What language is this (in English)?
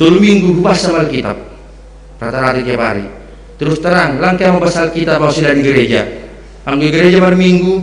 Batak Simalungun